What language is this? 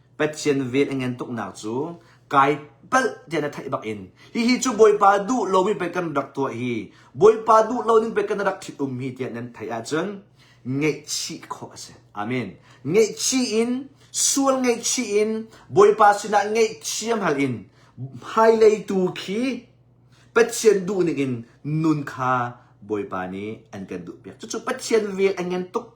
Hakha Chin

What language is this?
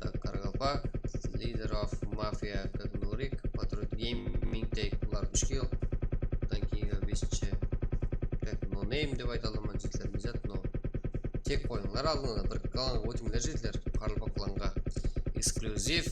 Kara-Kalpak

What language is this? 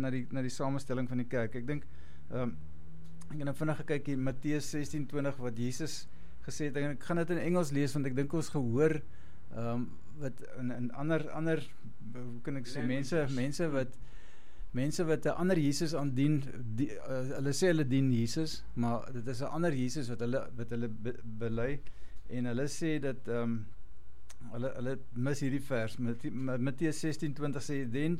Afrikaans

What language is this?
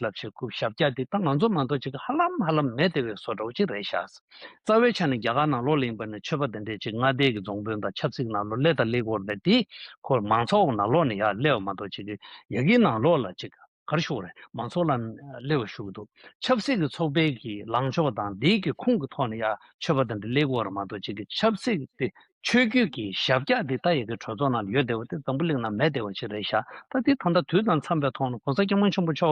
Tibetan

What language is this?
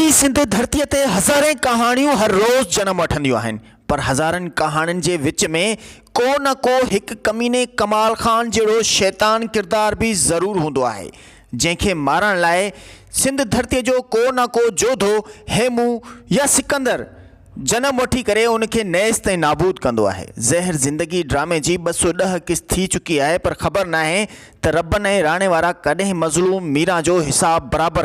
Sindhi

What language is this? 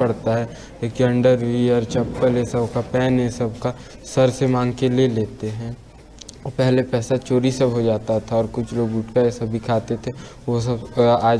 Chhattisgarhi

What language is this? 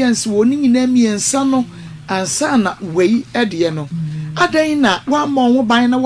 Akan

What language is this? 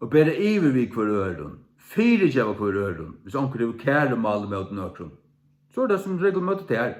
Faroese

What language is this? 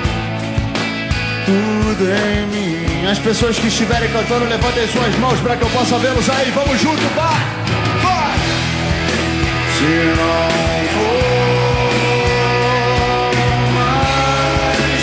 Portuguese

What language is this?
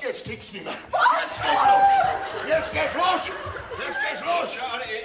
Bavarian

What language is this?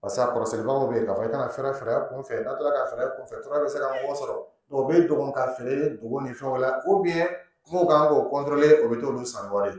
Dyula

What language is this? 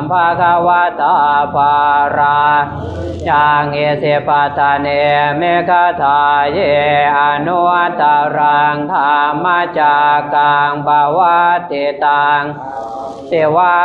Pali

